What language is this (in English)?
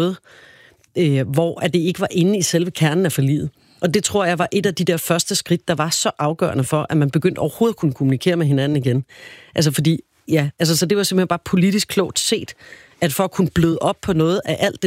Danish